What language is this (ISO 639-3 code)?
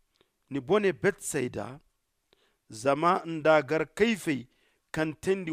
dje